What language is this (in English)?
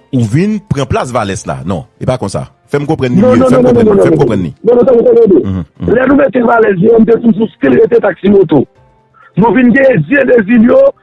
Haitian Creole